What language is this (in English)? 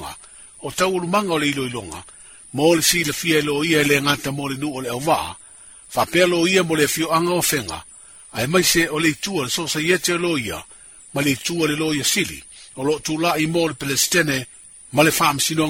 Samoan